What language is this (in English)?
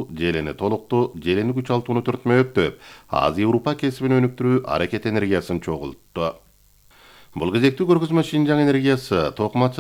Kyrgyz